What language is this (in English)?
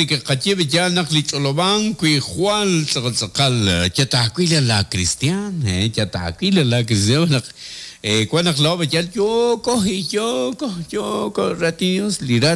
Kekchí